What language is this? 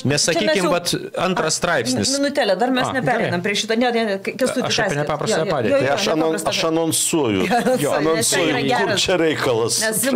Lithuanian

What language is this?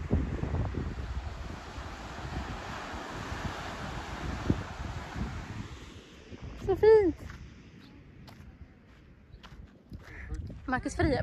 Swedish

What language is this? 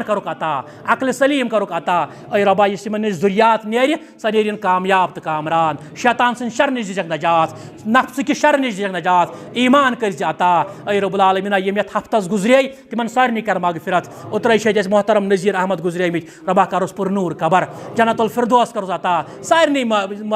Kashmiri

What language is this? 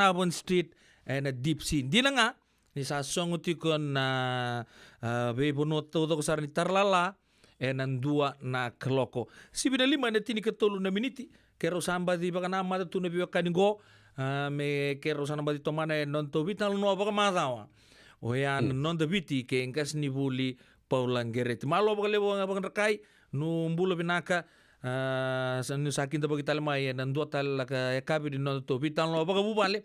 Fijian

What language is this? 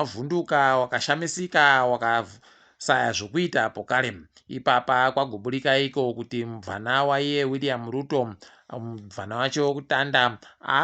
Ndau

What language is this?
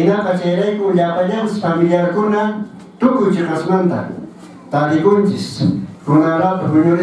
Quechua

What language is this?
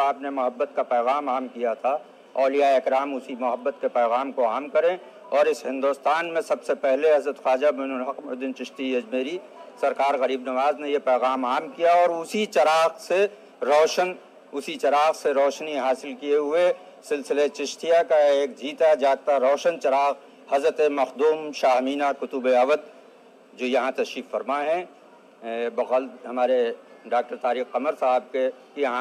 Urdu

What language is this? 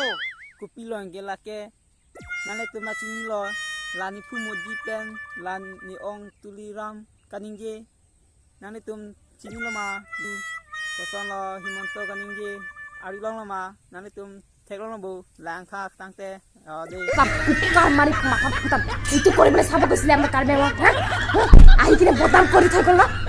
Karbi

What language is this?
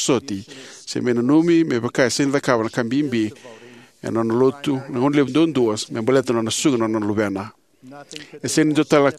Fijian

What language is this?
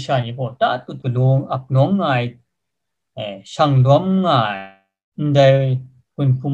Kachin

